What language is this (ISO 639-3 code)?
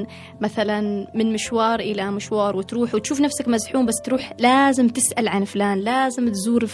afb